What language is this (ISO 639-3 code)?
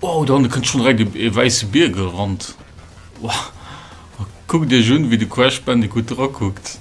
ltz